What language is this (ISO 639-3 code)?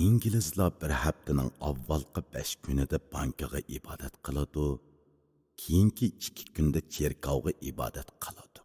uig